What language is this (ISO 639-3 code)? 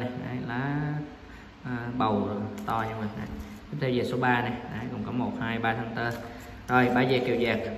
vie